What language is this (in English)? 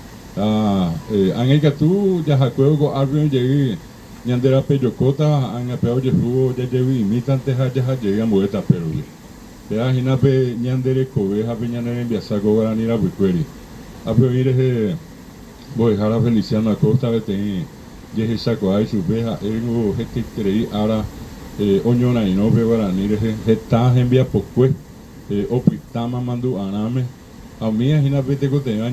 Guarani